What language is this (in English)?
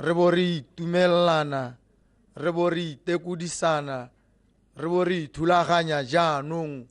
Tswana